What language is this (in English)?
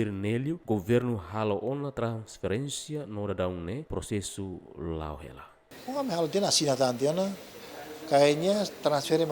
Tetum